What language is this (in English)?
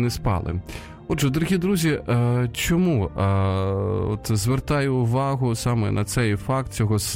Ukrainian